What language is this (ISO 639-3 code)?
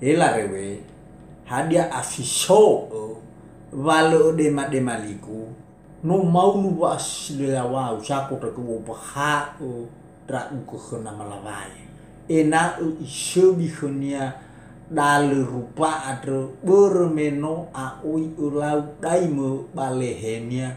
nia